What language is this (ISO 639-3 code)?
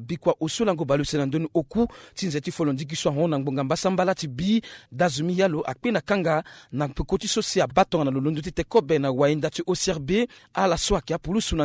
sag